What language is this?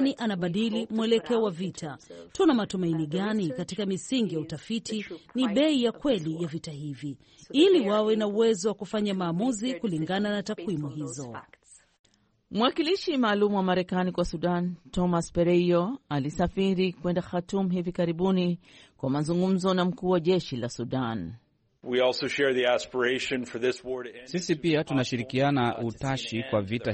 Swahili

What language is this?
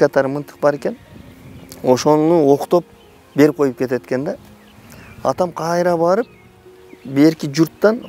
Kyrgyz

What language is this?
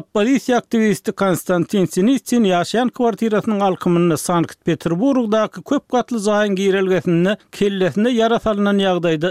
Turkmen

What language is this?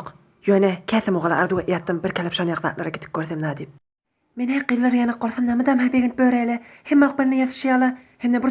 Turkmen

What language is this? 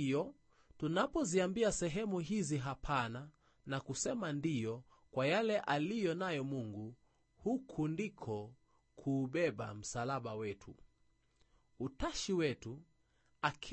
Swahili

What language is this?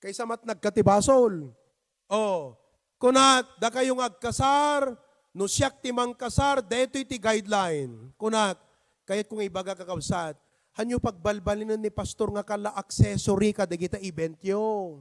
Iloko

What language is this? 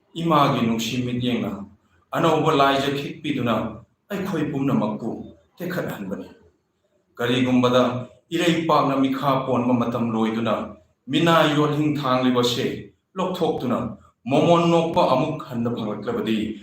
Manipuri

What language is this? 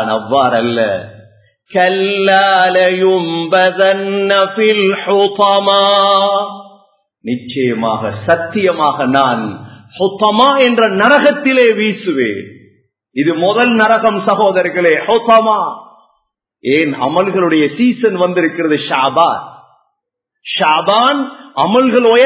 Tamil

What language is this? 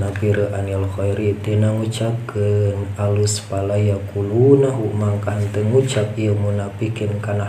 Sundanese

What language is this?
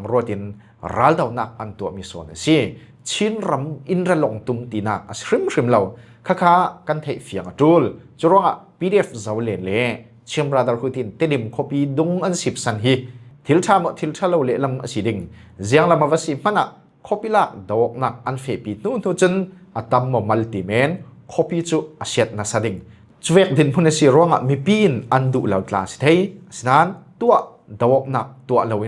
Falam Chin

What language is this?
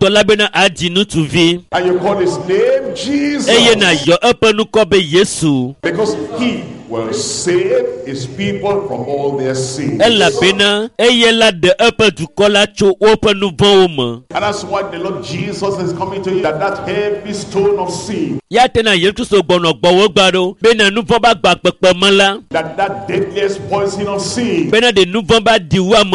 Ewe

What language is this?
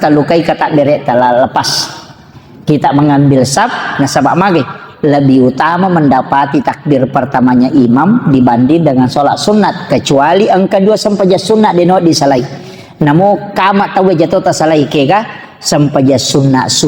Buginese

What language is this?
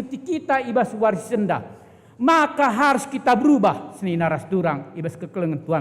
Batak Karo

